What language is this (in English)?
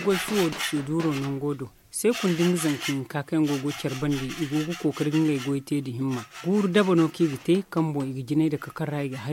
Zarma